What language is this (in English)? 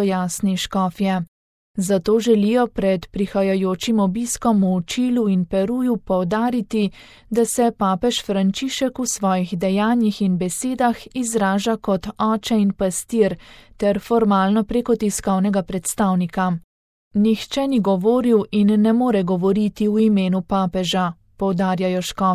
Slovenian